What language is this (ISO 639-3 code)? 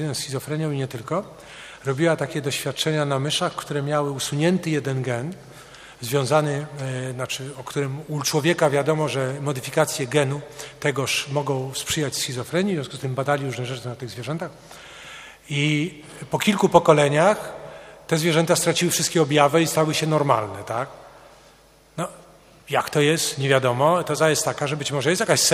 pol